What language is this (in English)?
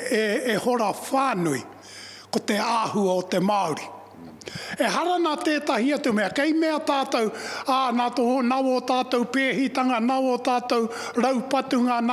Māori